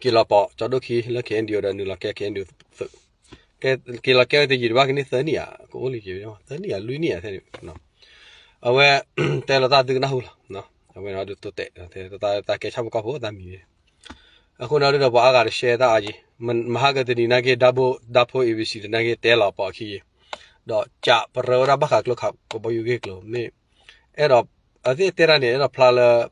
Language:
S'gaw Karen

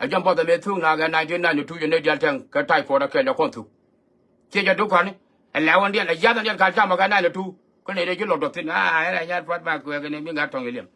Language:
Nuer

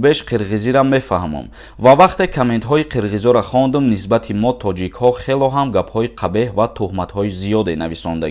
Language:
Tajik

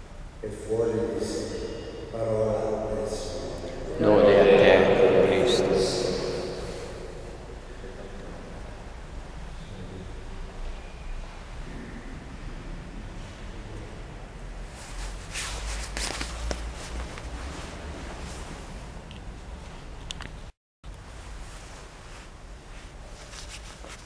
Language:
Italian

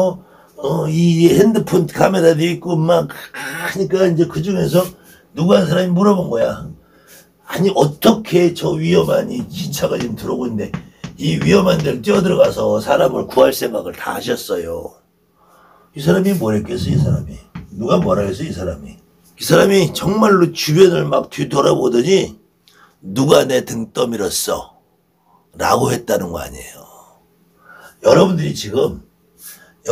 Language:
Korean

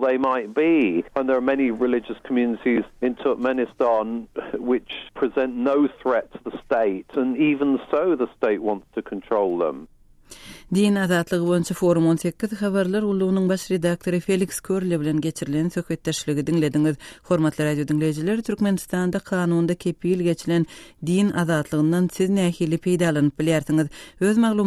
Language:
Turkmen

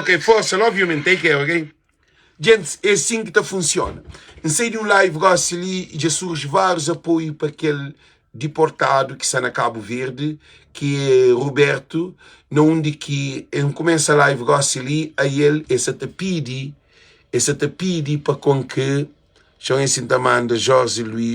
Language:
Kabuverdianu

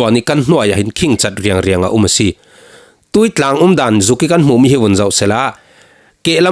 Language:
Falam Chin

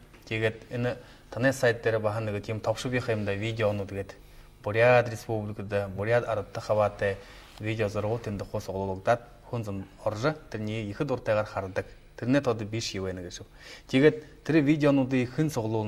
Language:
Buriat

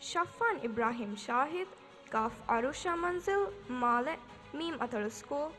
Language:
Divehi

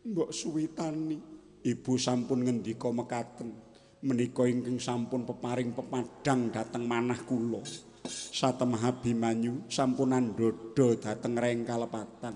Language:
Javanese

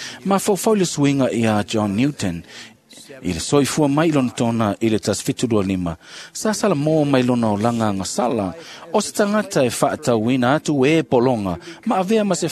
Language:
Samoan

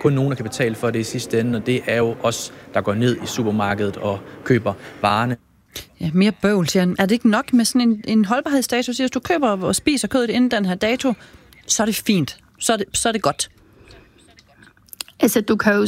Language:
Danish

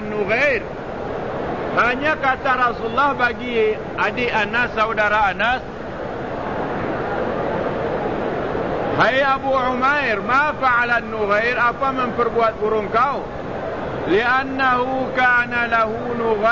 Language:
Malay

